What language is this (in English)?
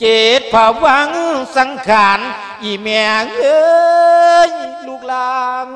Lao